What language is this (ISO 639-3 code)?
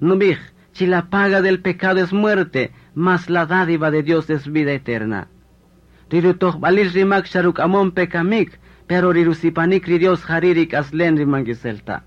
cak